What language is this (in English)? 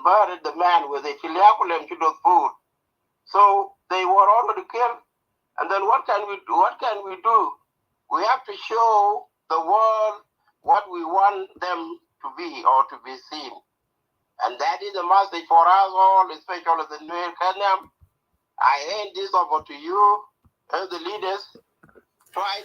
Nuer